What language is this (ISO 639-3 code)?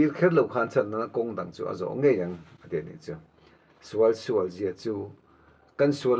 lus